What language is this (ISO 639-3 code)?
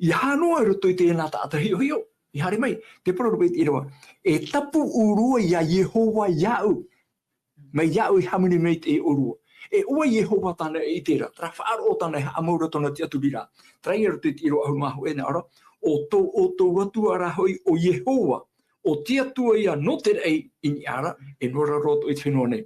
tah